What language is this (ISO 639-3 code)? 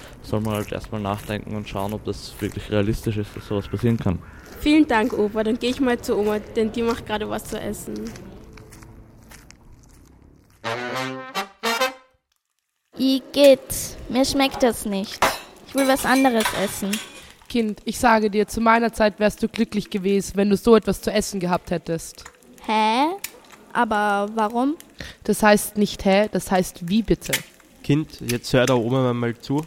deu